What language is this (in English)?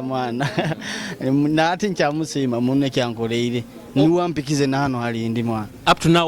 Nyoro